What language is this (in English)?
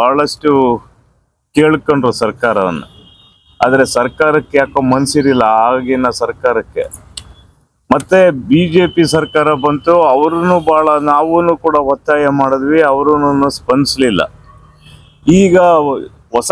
Kannada